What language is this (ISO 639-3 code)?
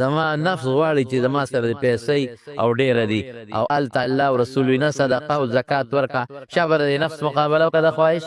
pus